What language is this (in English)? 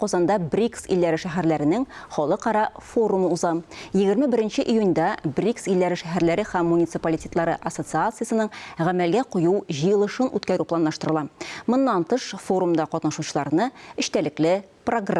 Tatar